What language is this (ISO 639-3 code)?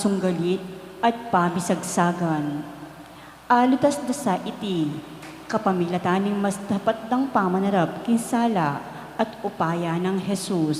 pam